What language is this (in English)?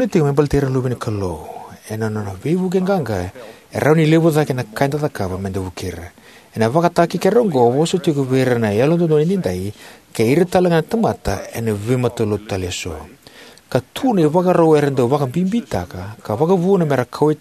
Fijian